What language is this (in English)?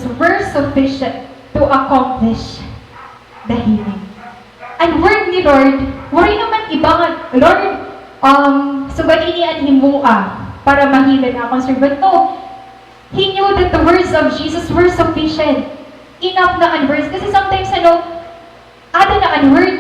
Waray